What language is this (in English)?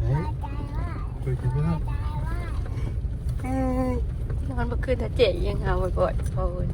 Northeastern Thai